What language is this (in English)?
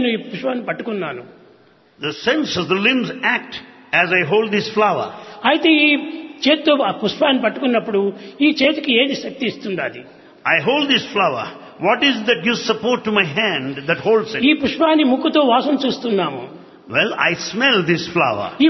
Telugu